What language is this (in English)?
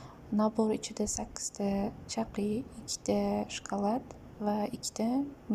Uzbek